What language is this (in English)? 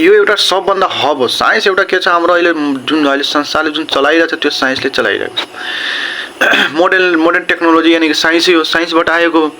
Nepali